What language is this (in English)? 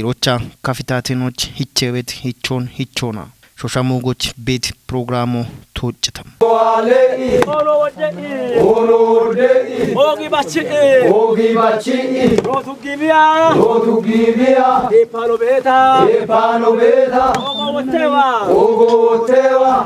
Kafa